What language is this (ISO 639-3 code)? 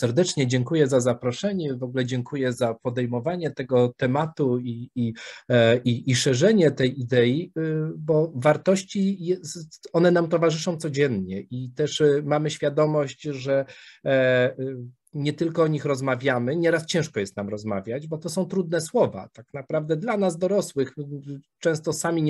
pol